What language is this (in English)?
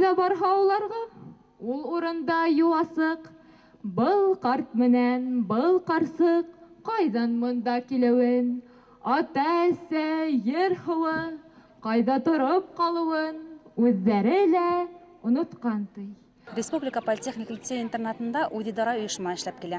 Bashkir